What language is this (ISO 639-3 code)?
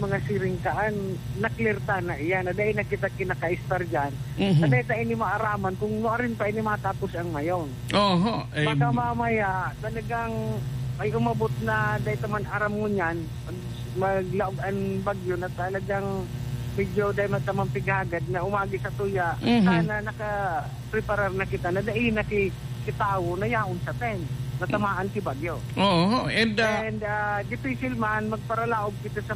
bik